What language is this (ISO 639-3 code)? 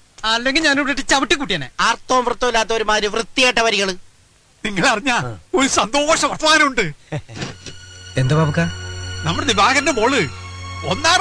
mal